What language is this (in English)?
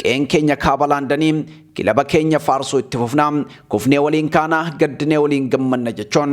Oromo